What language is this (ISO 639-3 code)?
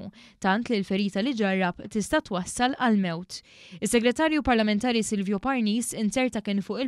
mlt